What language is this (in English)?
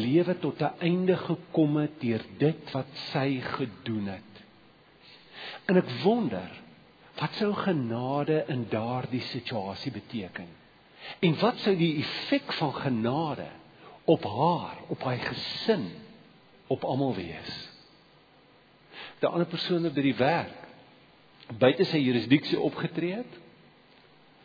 Afrikaans